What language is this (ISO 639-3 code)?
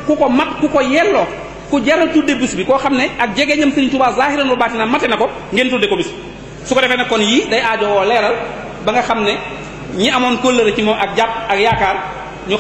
wol